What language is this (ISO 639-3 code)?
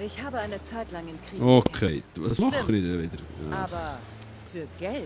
gsw